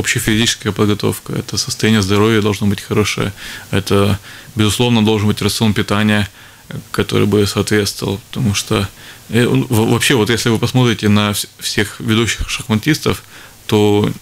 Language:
Russian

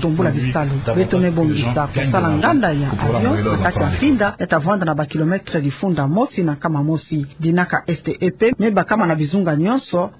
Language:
Kituba (Democratic Republic of Congo)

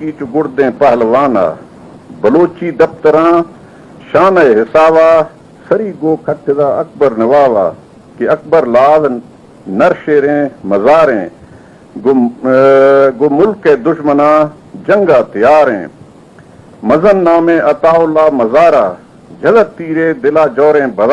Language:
Baluchi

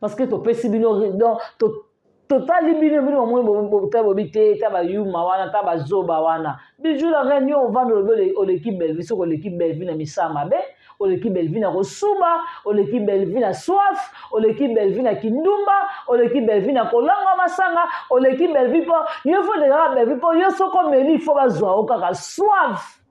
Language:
Lingala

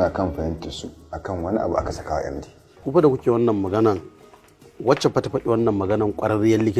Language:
Hausa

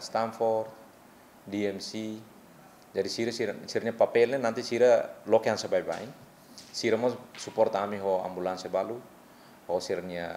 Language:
Tetum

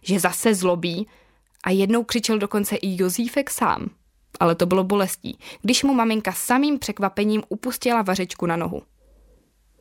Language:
Czech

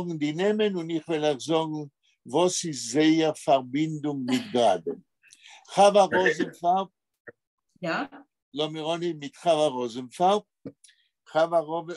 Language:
Yiddish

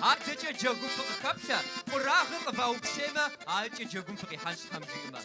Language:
Kabardian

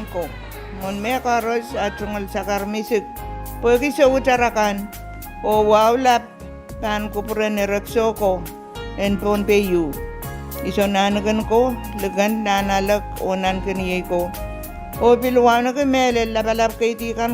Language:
Pohnpeian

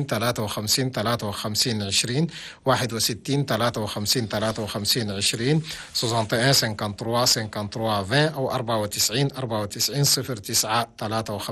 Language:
Chadian Arabic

